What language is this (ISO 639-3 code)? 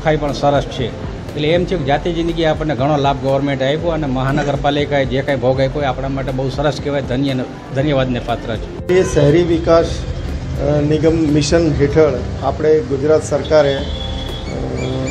guj